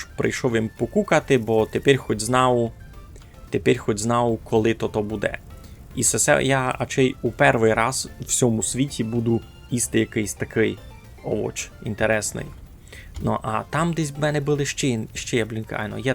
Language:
Rusyn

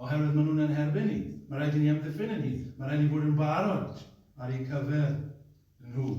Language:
Welsh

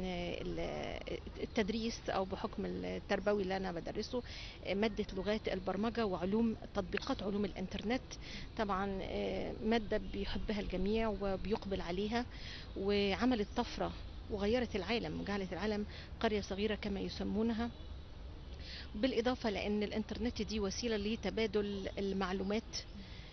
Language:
Egyptian Arabic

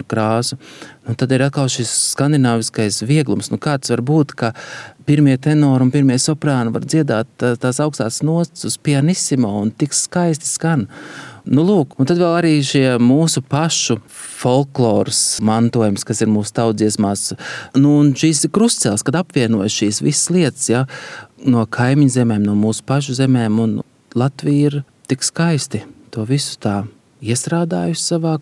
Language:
Latvian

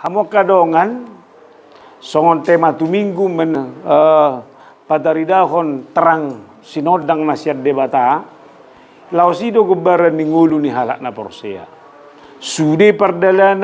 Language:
Batak Toba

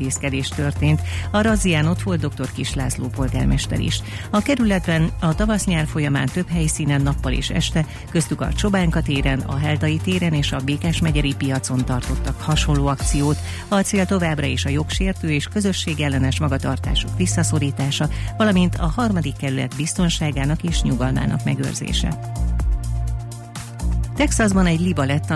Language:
Hungarian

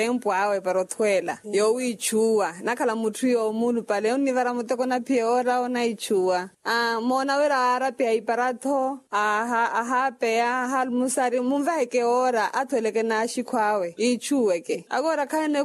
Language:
Makhuwa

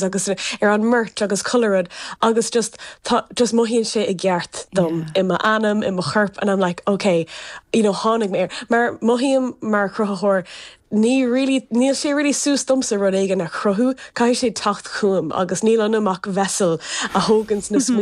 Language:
Irish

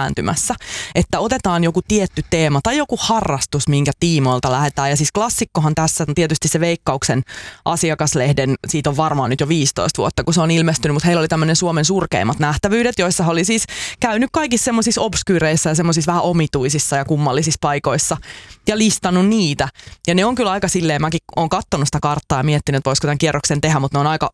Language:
Finnish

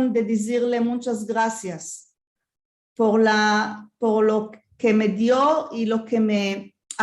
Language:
Ladino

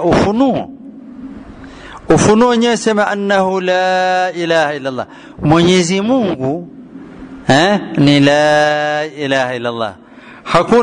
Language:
Swahili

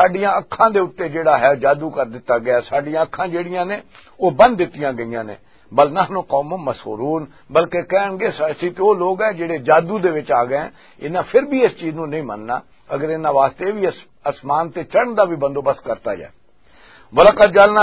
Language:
Western Panjabi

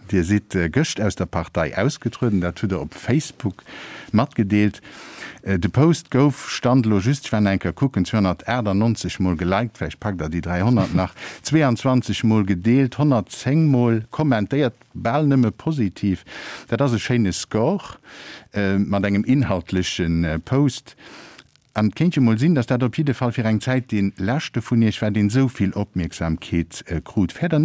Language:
Luxembourgish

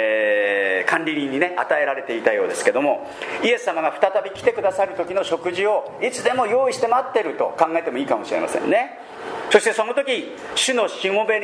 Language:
Japanese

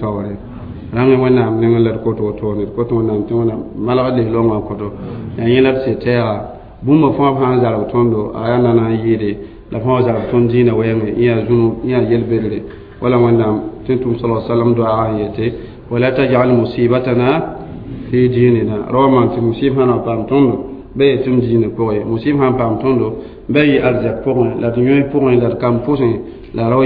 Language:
Mossi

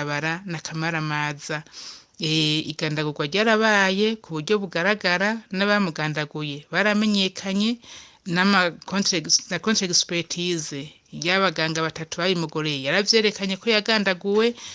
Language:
Rundi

